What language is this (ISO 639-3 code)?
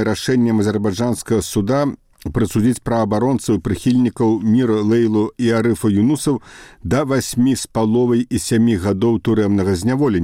bel